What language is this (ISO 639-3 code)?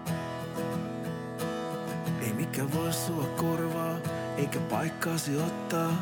fin